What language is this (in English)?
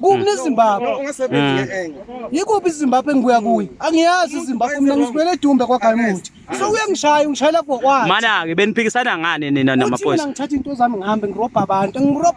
Zulu